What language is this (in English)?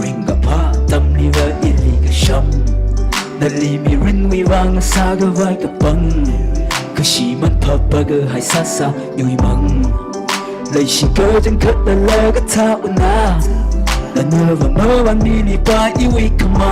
Tangkhul Naga (India)